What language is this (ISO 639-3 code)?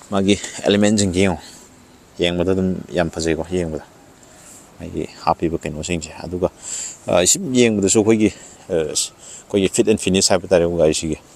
mni